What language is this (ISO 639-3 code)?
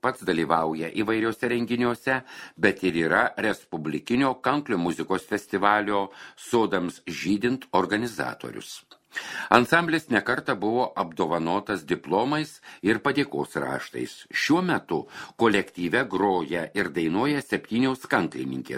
lit